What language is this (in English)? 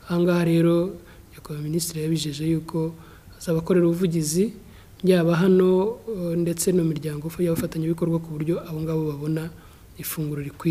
Kinyarwanda